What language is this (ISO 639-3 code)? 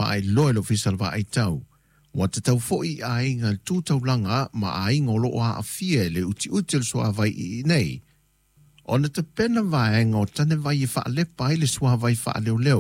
smo